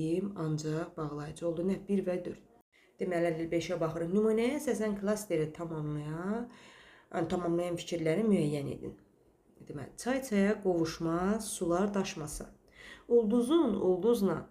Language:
Azerbaijani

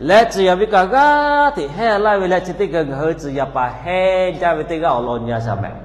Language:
Lahu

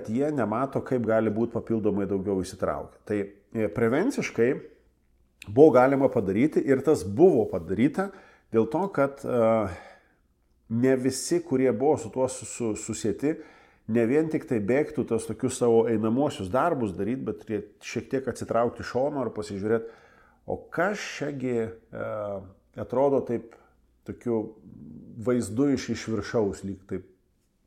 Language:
Lithuanian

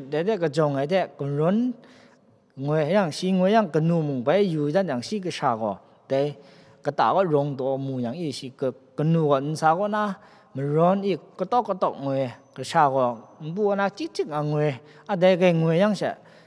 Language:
Kachin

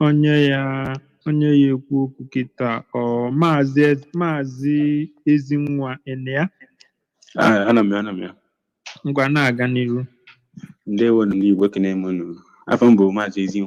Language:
Igbo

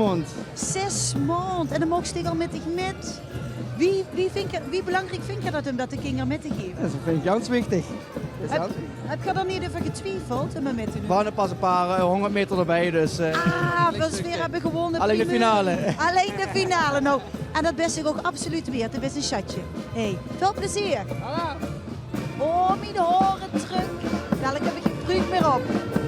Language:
Limburgish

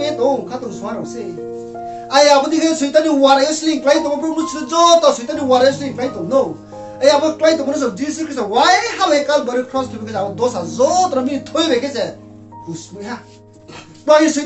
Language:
Riang (India)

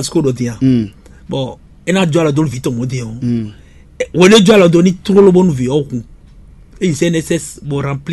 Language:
Fon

